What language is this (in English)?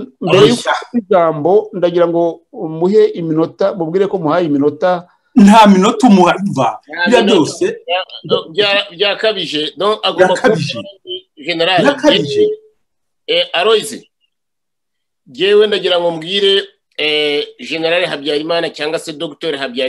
Kinyarwanda